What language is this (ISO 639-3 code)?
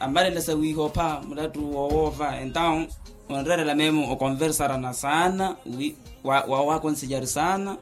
vmw